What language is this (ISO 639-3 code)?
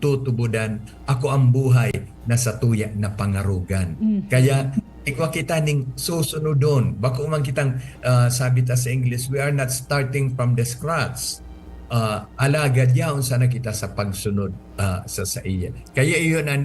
bik